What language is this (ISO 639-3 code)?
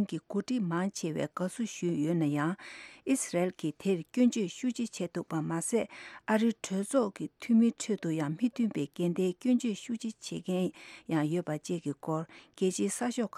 bod